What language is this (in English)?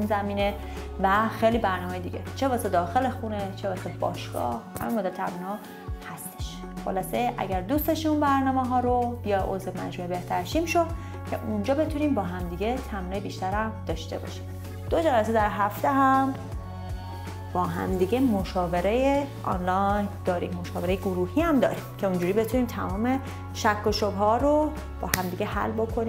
Persian